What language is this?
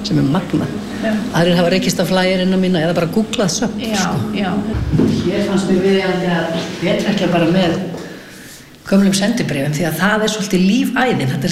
Icelandic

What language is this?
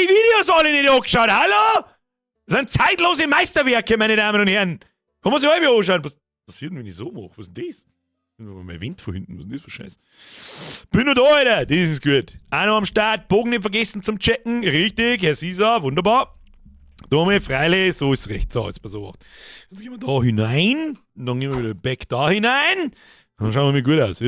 Bavarian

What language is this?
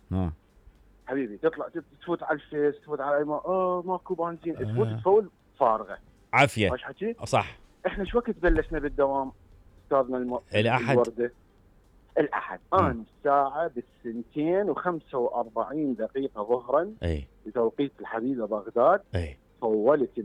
Mesopotamian Arabic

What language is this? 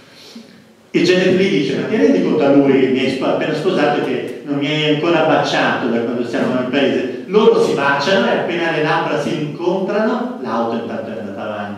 Italian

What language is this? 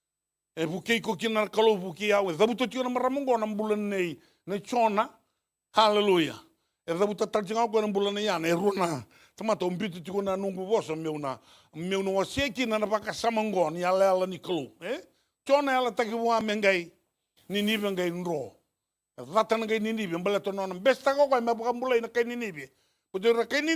Fijian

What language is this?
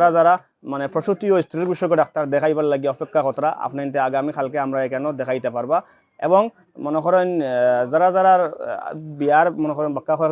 Sylheti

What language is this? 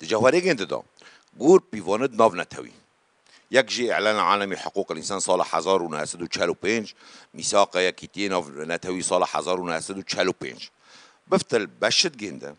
Kurdish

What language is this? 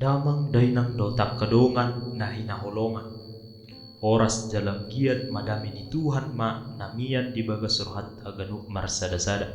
Batak Toba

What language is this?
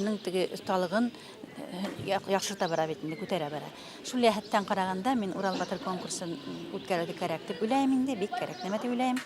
Bashkir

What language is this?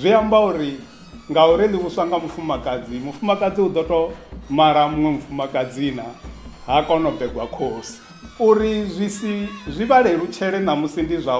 Venda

